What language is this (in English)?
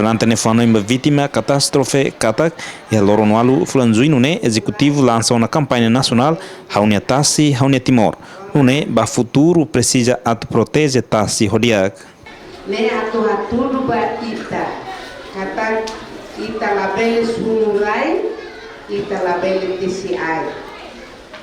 Tetum